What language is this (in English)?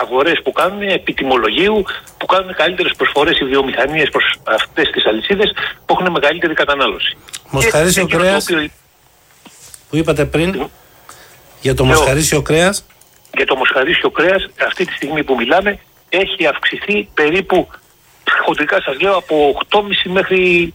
Greek